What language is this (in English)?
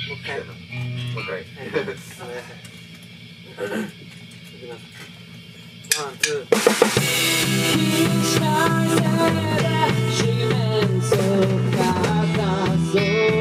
Japanese